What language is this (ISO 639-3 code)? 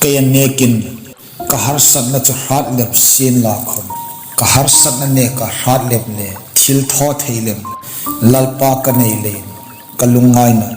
hmr